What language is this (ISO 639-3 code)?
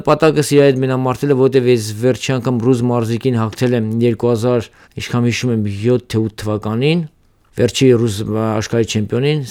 hye